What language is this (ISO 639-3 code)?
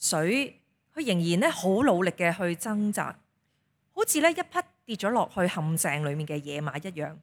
yue